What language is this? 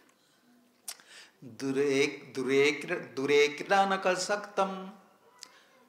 Odia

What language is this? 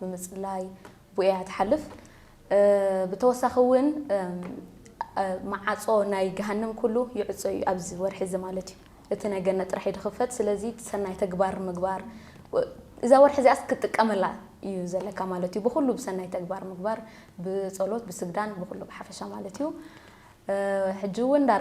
Tigrinya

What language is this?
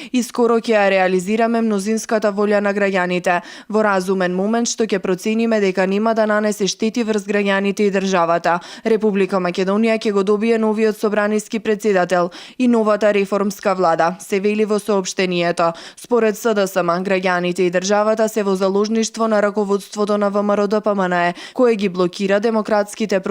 Macedonian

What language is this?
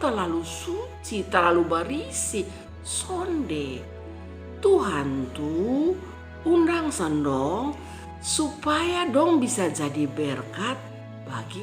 Kupang Malay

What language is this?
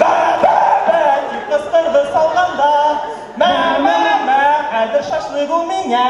Bashkir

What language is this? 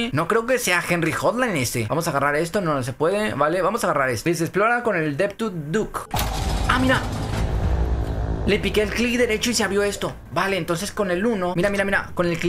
Spanish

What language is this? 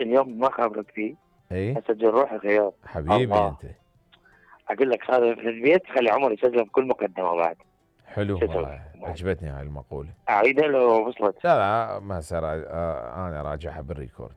Mesopotamian Arabic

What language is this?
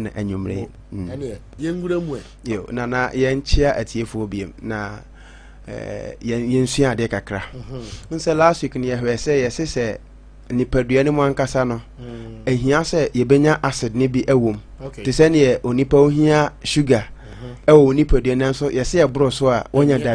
Akan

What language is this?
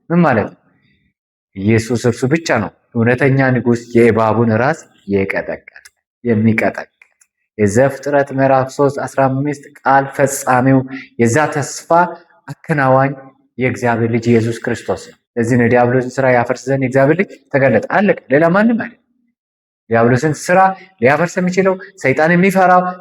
Amharic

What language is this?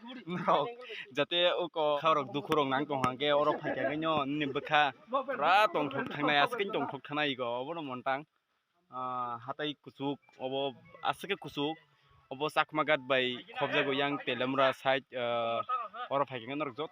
Kok Borok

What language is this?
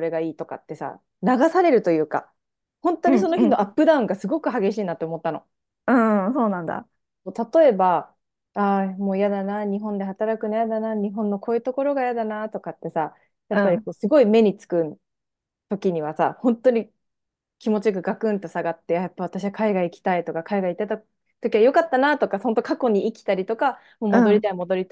Japanese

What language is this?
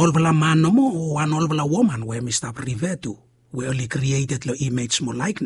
Bislama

